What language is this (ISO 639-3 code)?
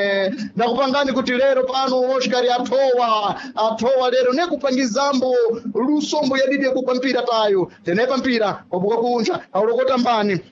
seh